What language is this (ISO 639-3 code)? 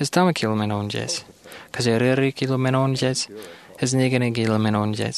mah